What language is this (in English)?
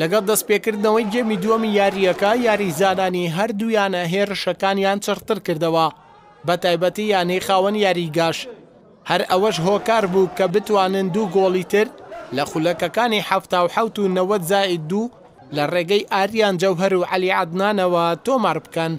Central Kurdish